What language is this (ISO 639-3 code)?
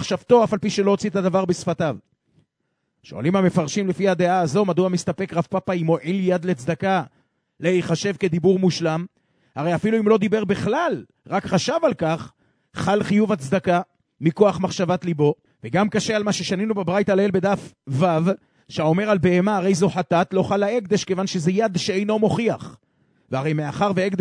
heb